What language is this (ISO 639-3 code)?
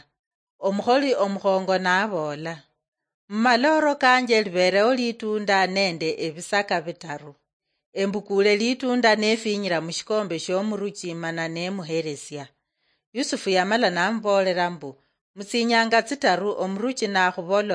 luy